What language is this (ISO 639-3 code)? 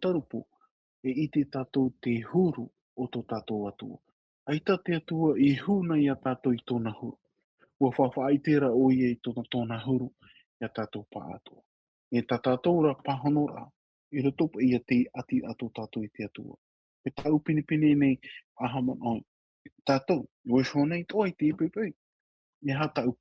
tah